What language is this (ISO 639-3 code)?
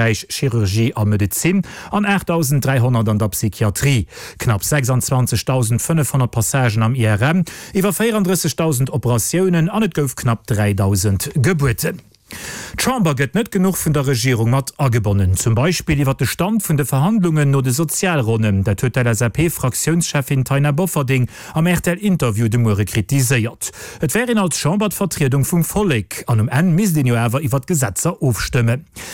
ltz